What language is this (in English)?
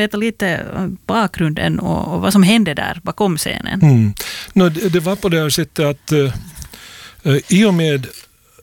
Swedish